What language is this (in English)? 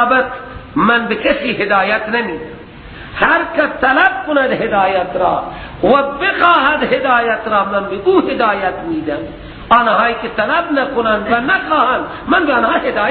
Persian